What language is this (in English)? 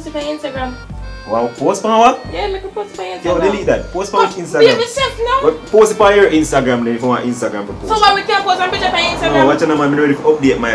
Jamaican Creole English